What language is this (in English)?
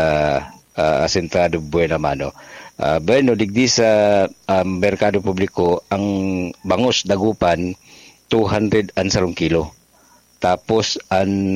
Bikol